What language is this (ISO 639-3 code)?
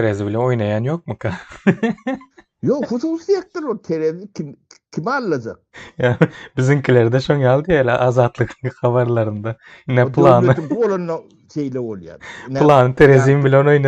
tuk